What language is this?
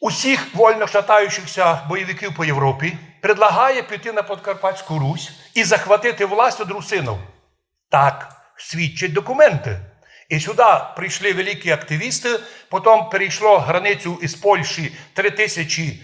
Rusyn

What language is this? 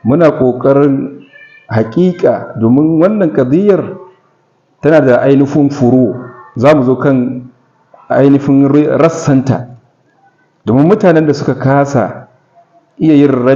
Hausa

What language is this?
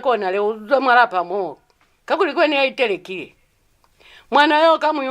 Lozi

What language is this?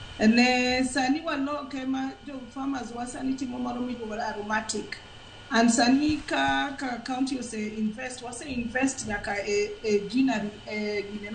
Luo (Kenya and Tanzania)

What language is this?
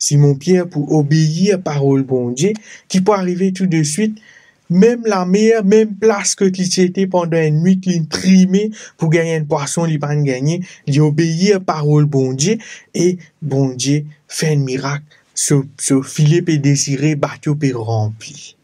Morisyen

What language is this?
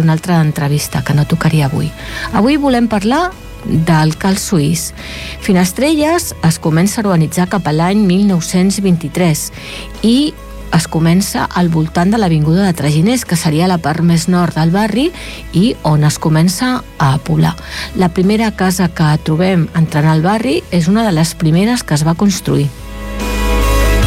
Catalan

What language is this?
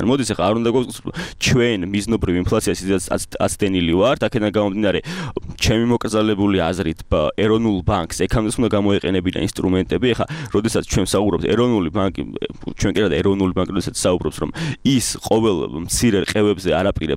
Georgian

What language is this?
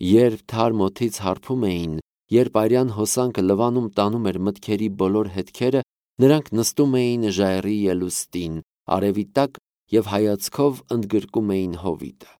Armenian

